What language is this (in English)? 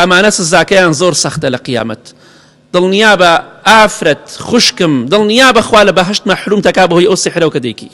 Central Kurdish